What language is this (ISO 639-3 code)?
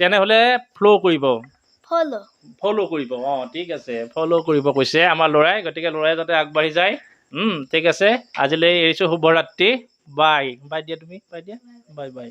asm